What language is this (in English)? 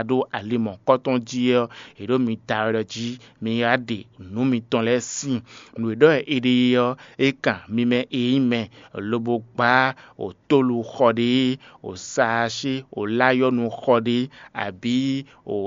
Fon